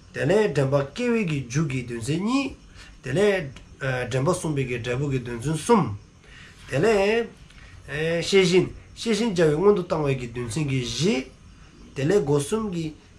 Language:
Dzongkha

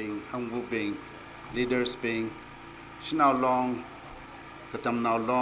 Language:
Tangkhul Naga (India)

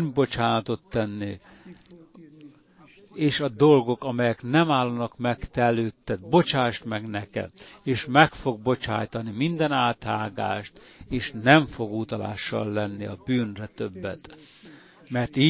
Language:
Hungarian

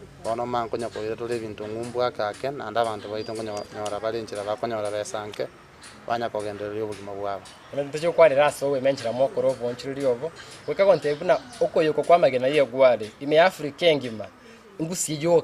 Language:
Gusii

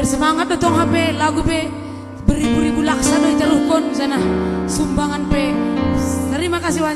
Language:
Batak Simalungun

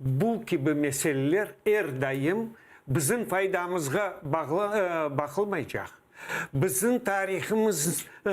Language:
Crimean Tatar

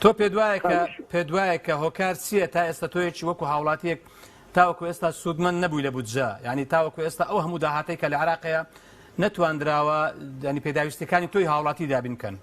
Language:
Central Kurdish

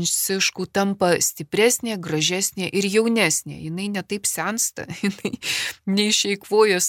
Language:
Lithuanian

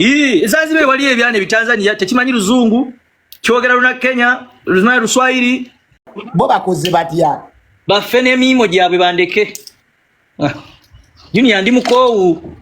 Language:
Ganda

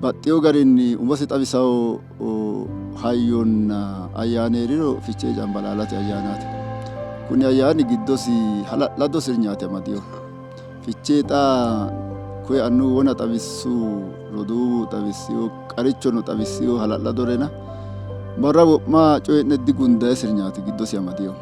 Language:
Sidamo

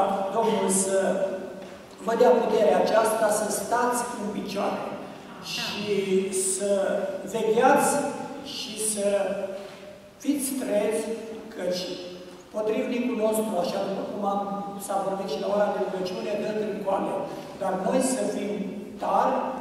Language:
Romanian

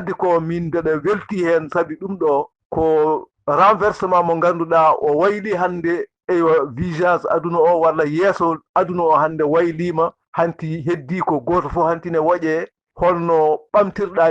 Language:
Fula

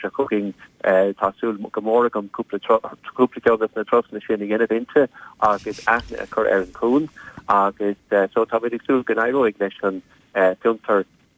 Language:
Irish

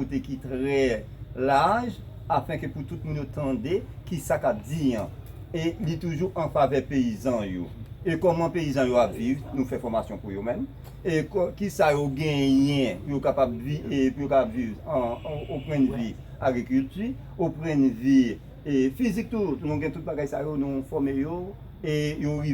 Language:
Haitian Creole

